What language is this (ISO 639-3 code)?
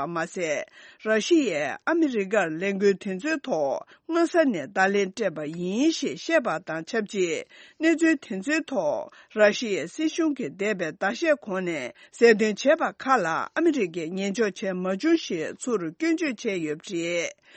bod